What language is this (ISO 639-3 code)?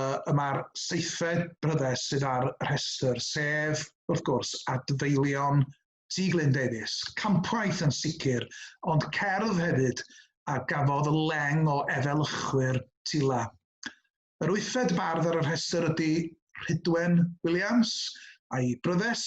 cym